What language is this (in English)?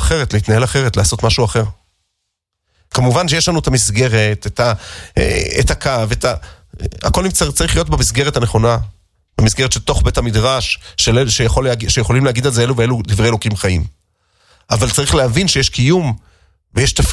Hebrew